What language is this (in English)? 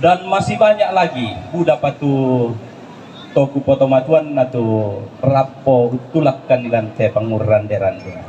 Toraja-Sa'dan